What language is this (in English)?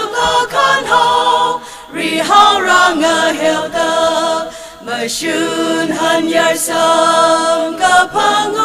Tangkhul Naga (India)